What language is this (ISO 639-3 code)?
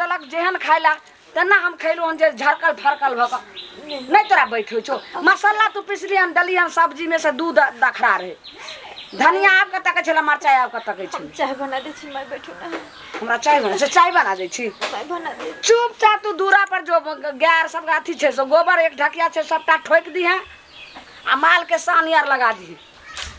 mai